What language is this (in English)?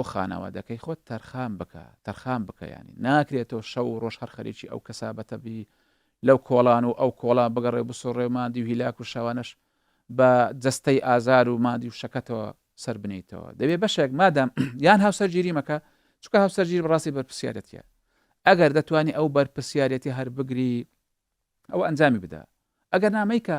Central Kurdish